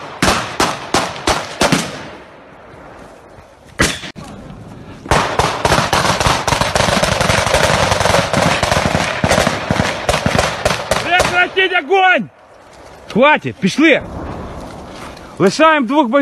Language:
Ukrainian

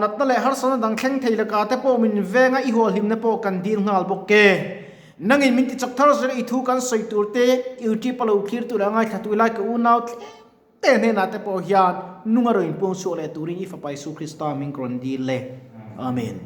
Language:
Mizo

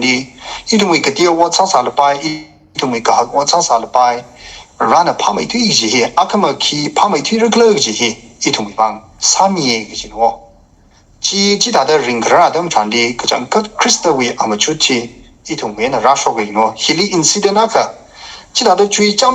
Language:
Tangkhul Naga (India)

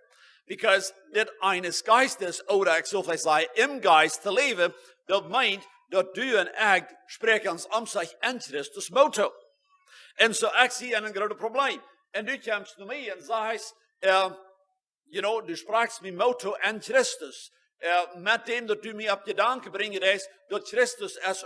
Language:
Plautdietsch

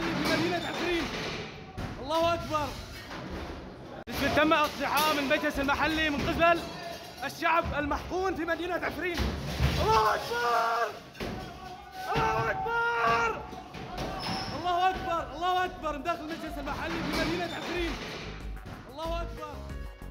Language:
Arabic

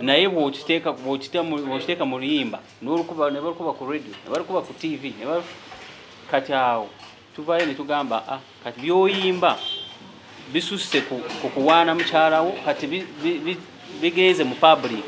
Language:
Ganda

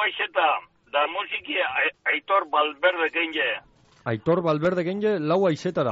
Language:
Basque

